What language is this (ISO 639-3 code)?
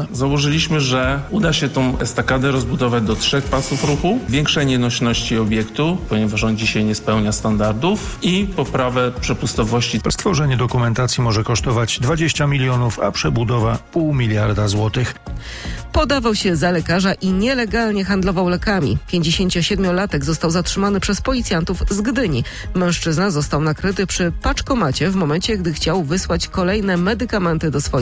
pol